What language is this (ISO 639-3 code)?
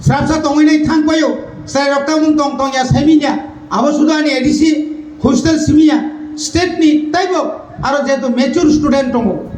trp